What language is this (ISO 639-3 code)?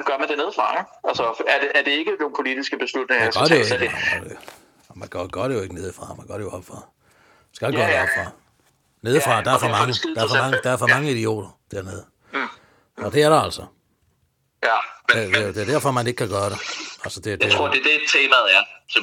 dan